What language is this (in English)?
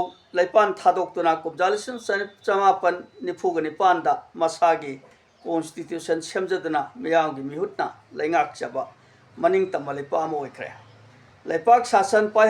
Manipuri